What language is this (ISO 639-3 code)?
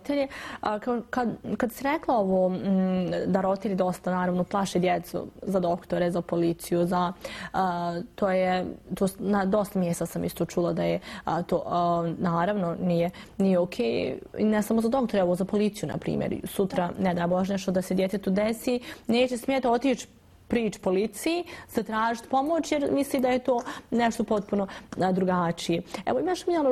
bos